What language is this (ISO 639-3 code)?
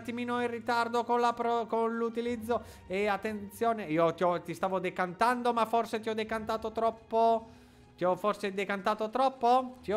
ita